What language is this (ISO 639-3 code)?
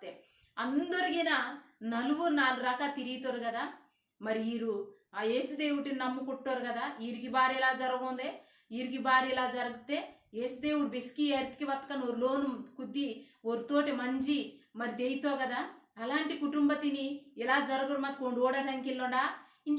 kff